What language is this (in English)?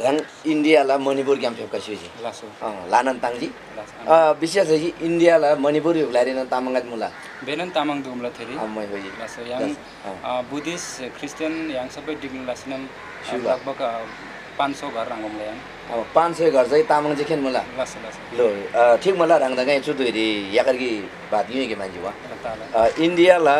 Eastern Tamang